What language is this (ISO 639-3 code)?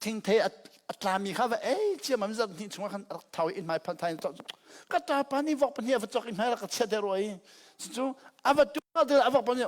cnh